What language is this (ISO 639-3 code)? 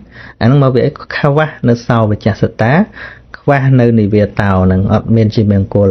khm